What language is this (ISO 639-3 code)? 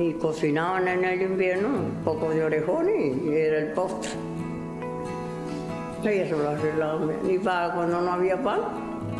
spa